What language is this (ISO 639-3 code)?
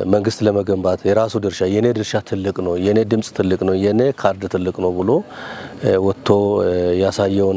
amh